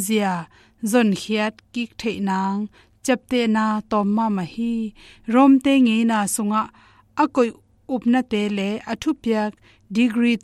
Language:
Tedim Chin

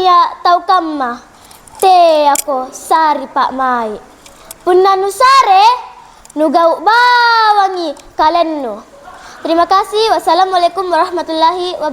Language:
Makasar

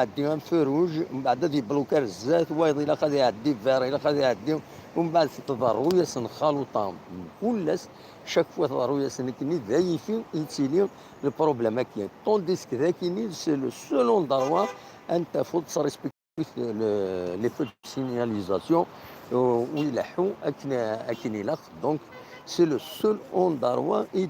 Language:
Kabyle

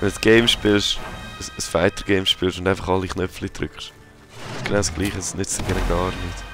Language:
Swiss German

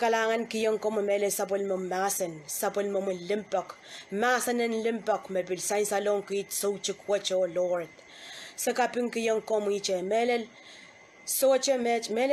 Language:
Pohnpeian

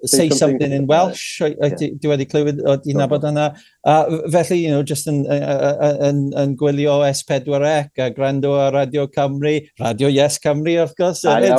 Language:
Welsh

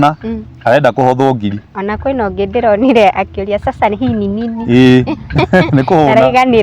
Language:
Kikuyu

